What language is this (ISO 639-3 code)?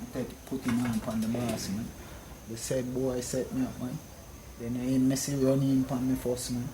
jam